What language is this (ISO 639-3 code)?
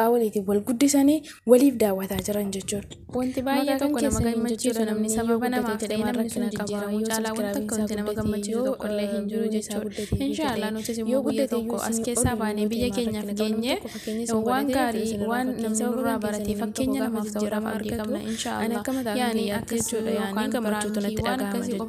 orm